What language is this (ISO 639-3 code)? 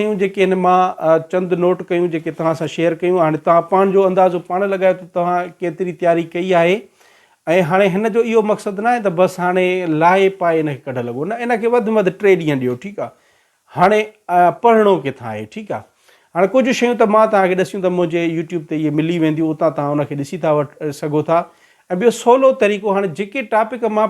snd